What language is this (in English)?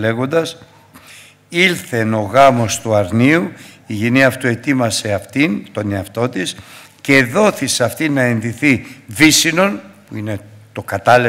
Greek